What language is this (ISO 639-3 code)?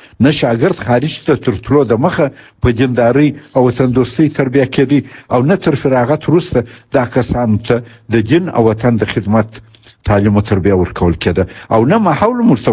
pus